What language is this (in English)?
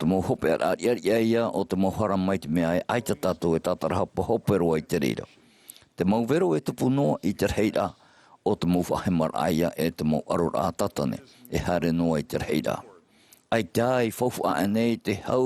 Tahitian